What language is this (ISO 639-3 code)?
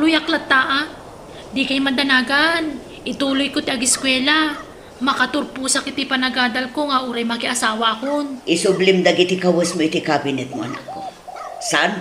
ilo